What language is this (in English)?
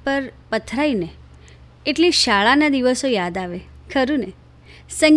Gujarati